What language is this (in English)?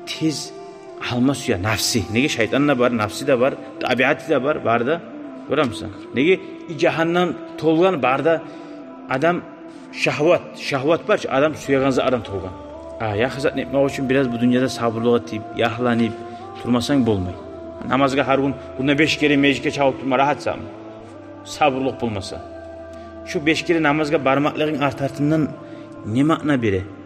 Kumyk